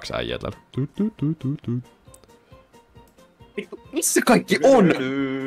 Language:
Finnish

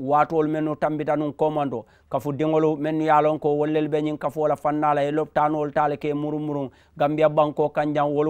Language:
Mandingo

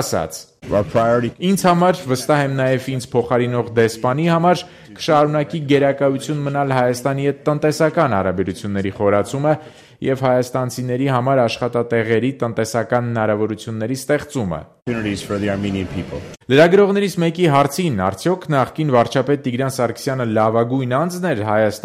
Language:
Armenian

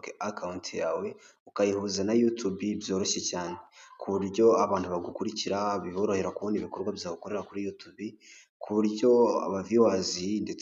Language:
Kinyarwanda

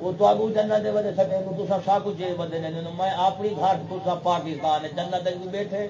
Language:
Saraiki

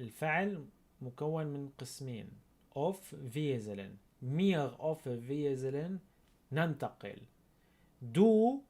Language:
North Levantine Arabic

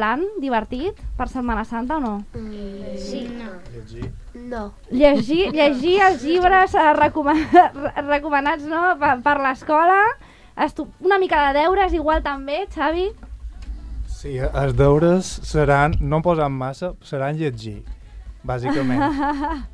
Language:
Catalan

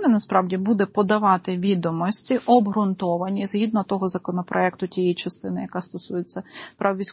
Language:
Ukrainian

